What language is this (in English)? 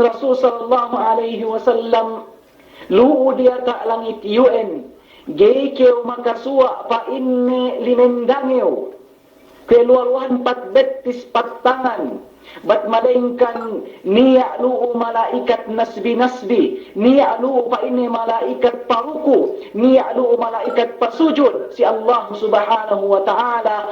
Yakan